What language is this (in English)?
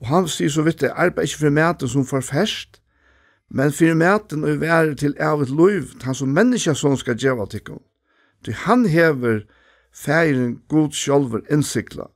Faroese